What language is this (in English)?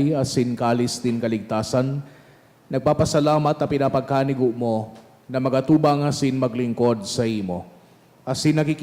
Bikol